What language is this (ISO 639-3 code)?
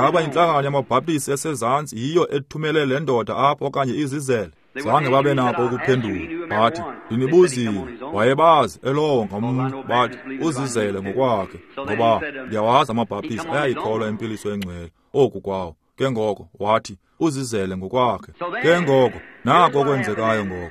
xho